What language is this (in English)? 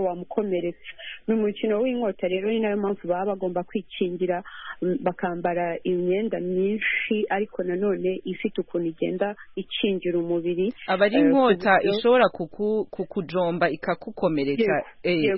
Kinyarwanda